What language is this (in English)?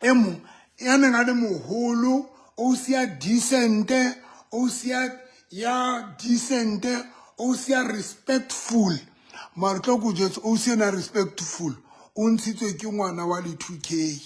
Southern Sotho